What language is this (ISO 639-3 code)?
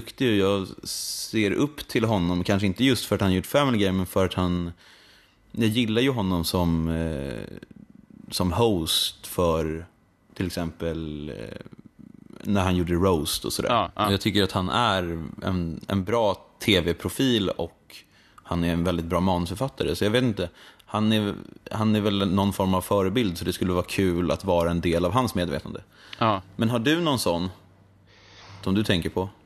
swe